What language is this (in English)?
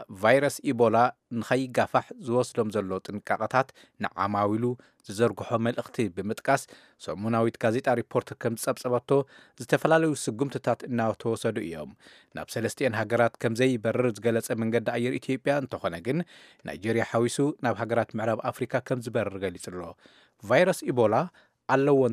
Tigrinya